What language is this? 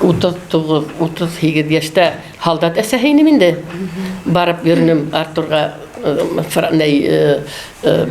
Bashkir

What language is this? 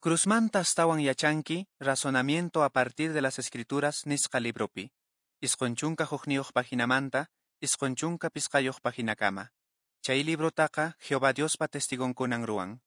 Quechua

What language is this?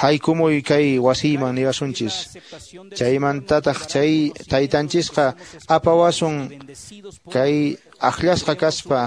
Quechua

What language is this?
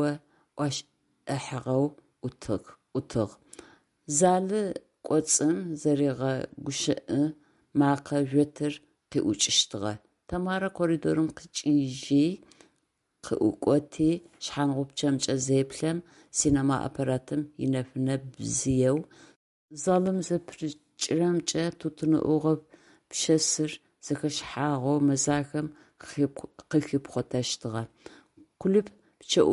Adyghe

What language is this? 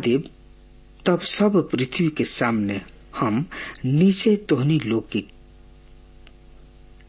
Bhojpuri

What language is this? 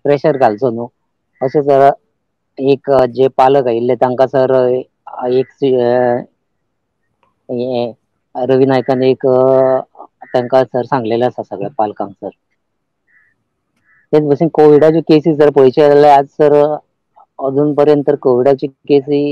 Konkani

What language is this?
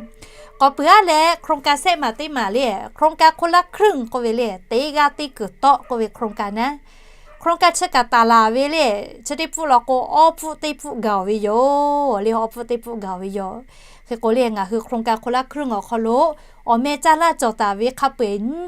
Lahu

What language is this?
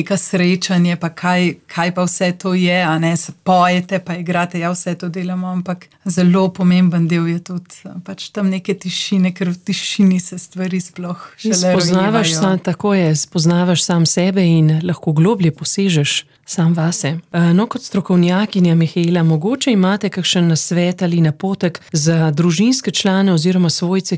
Slovenian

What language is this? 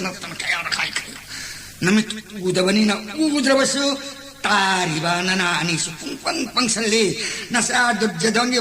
Manipuri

